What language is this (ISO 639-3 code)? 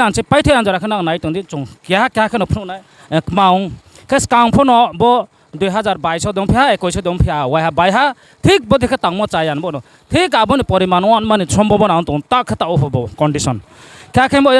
ria